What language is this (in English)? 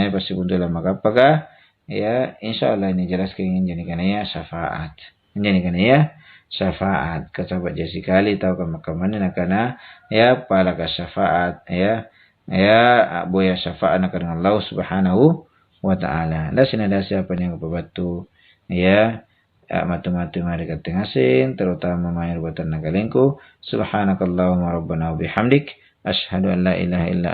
Makasar